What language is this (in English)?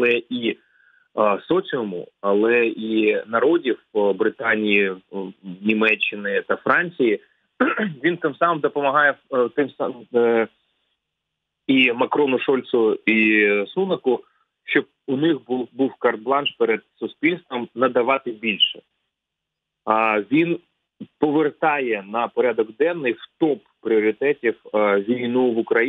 Ukrainian